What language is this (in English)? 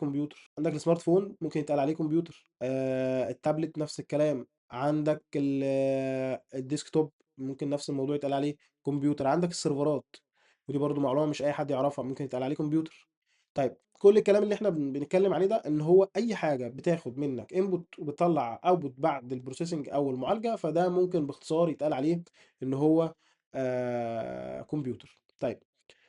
Egyptian Arabic